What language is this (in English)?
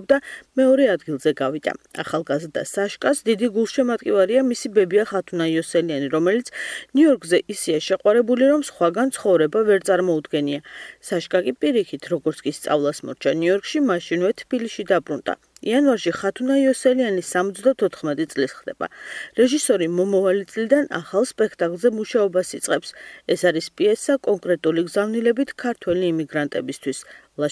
Georgian